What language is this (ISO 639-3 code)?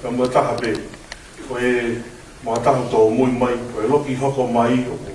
ton